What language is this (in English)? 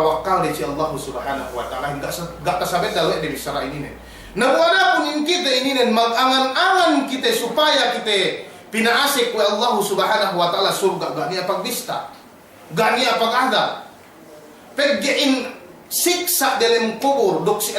Yakan